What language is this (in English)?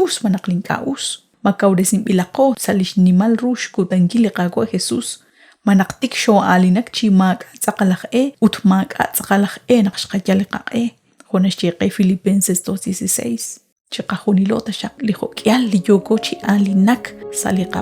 Kekchí